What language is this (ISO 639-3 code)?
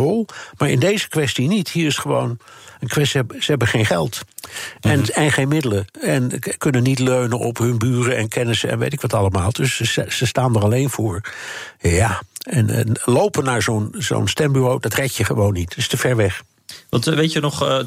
nld